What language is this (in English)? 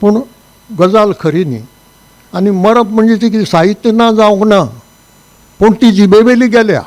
Konkani